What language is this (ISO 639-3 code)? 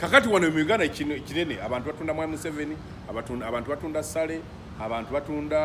lug